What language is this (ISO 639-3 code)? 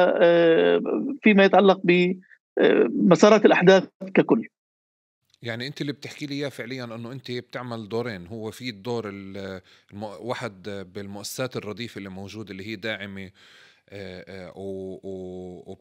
apc